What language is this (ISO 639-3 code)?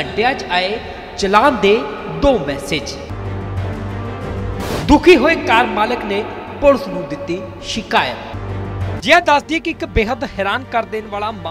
pan